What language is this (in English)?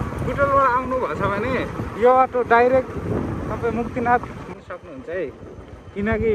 Nepali